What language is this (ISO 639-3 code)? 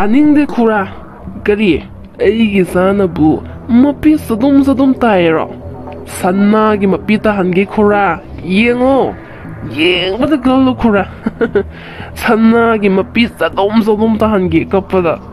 mni